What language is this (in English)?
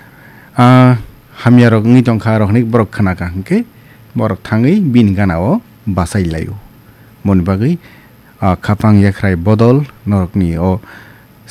Kok Borok